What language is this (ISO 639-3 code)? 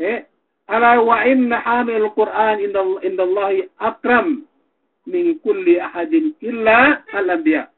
yka